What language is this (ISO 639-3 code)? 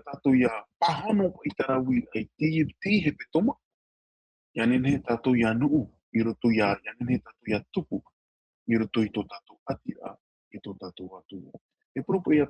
tah